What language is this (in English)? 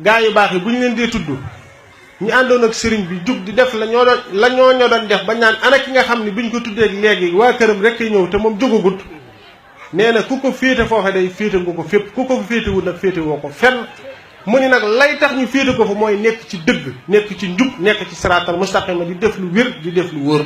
Wolof